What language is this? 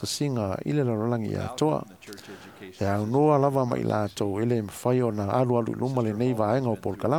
Samoan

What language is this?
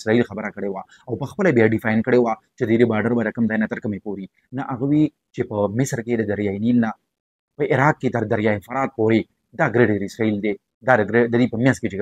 Pashto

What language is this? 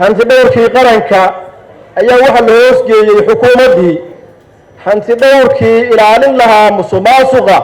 Somali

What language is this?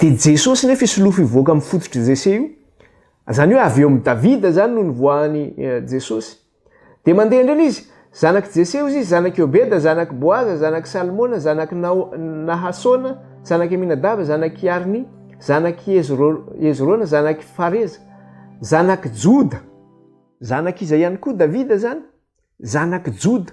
Malagasy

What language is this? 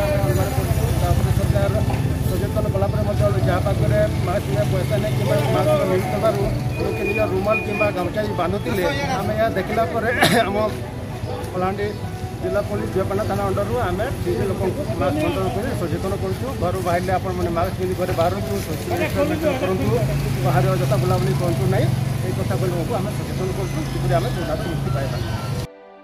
Odia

